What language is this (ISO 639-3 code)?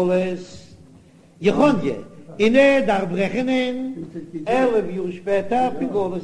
yid